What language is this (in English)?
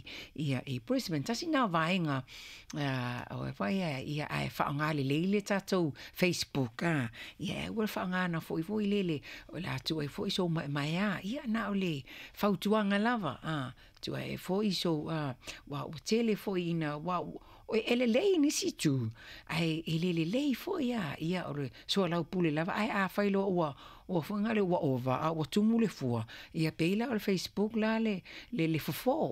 Samoan